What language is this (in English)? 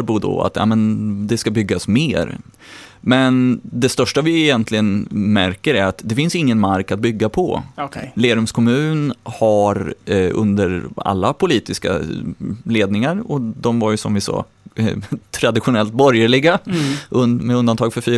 Swedish